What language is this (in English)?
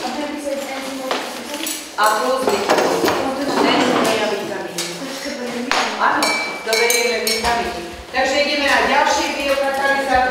Slovak